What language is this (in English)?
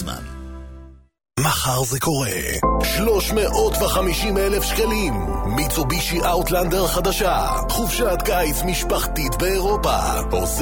Hebrew